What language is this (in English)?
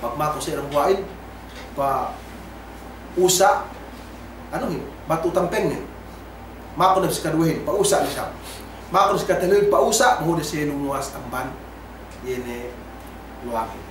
Yakan